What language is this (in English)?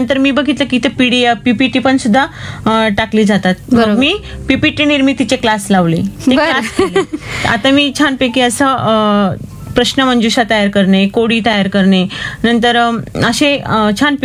Marathi